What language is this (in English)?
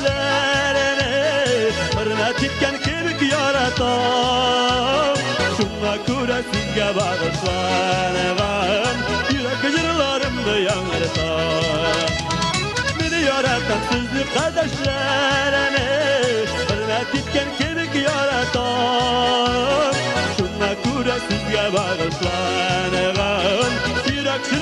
Tatar